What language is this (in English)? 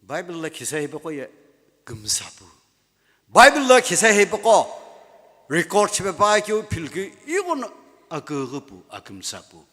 Sumi Naga